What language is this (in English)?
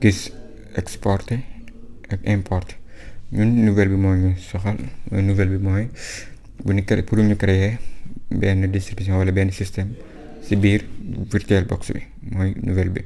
Wolof